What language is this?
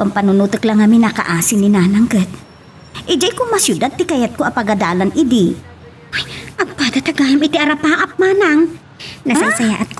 Iloko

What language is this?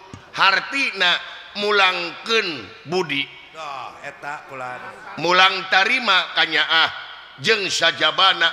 Sundanese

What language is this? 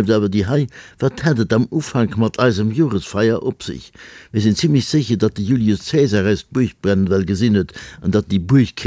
Luxembourgish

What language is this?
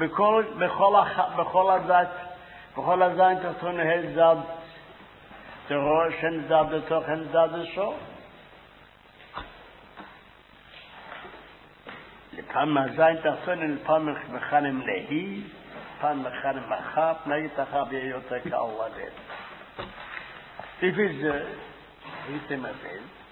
Hebrew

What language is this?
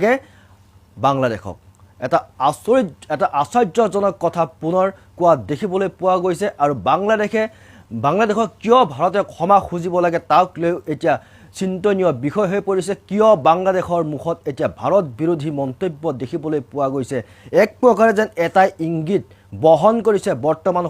Assamese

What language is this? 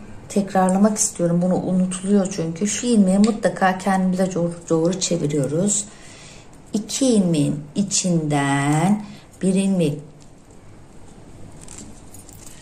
Turkish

